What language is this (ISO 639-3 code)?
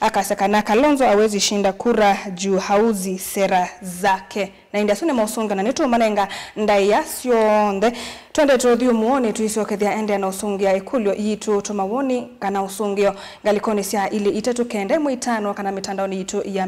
kam